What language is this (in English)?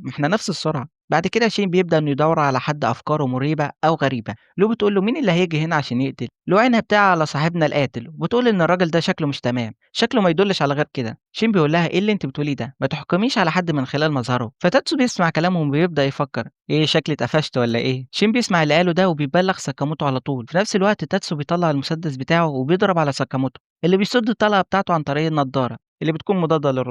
Egyptian Arabic